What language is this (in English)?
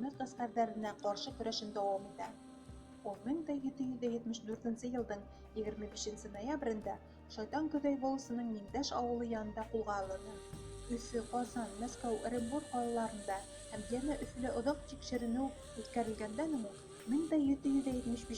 Bashkir